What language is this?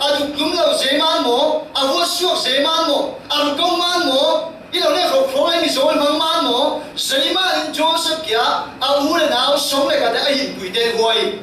Falam Chin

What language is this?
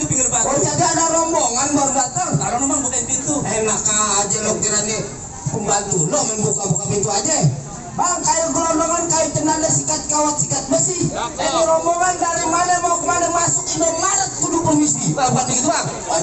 Betawi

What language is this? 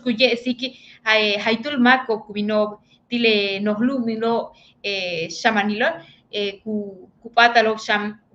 Yucateco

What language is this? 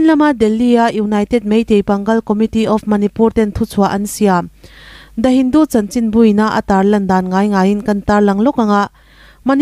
Mizo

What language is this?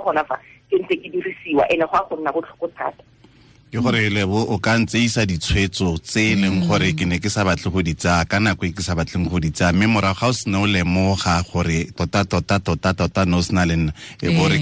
Tswana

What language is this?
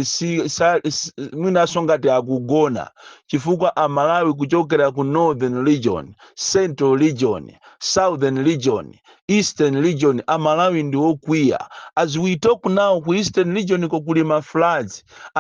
Nyanja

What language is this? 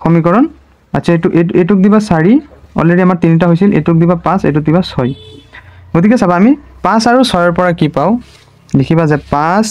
Assamese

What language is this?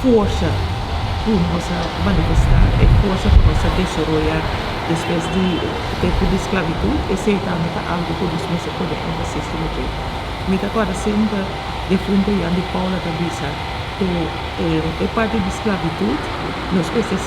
Papiamento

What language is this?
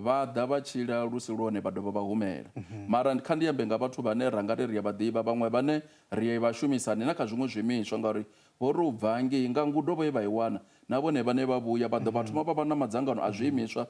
Venda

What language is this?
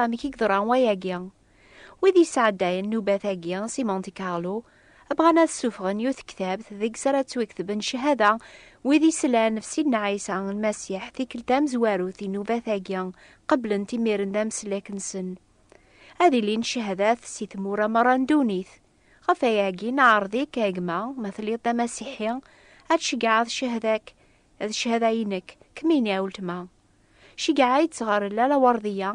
Kabyle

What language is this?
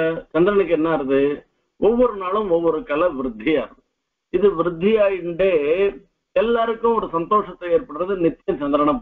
Tamil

